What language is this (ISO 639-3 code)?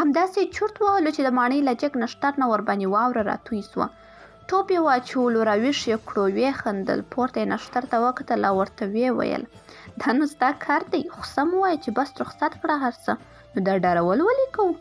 pus